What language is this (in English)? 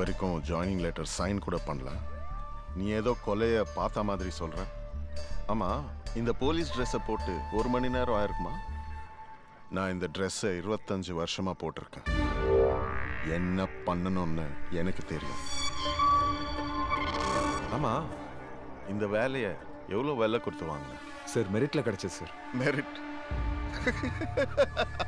Tamil